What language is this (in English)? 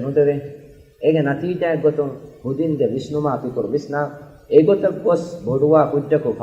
Divehi